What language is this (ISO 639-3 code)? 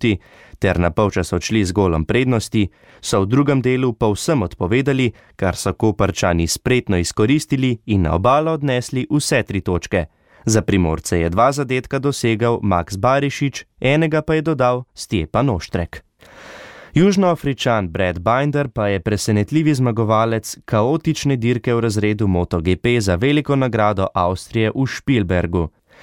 slv